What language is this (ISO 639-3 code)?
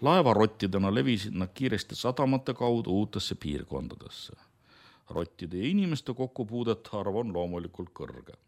est